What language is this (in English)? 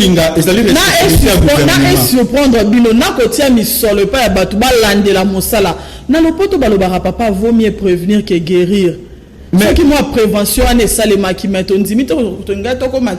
Lingala